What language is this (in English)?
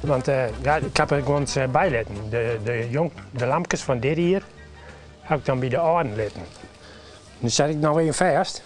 Western Frisian